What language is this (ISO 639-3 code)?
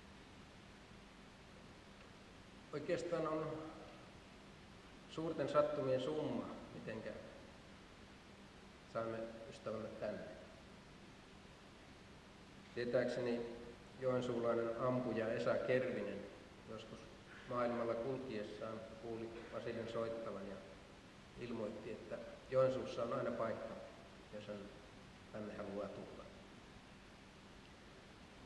fin